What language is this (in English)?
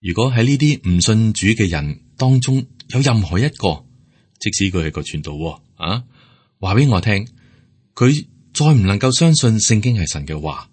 Cantonese